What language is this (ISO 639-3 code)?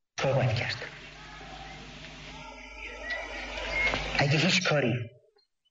fas